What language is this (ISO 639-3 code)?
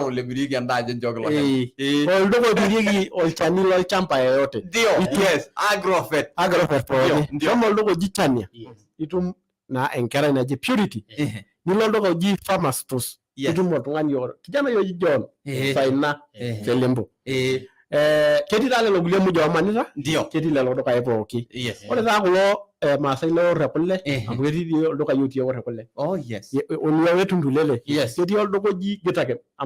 mas